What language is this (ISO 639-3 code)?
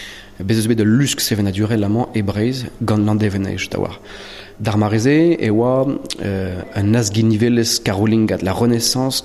bre